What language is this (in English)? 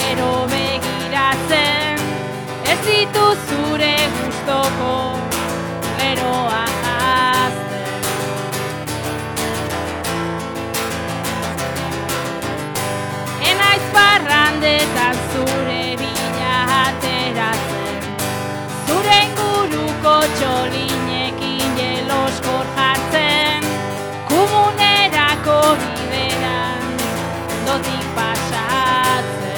Basque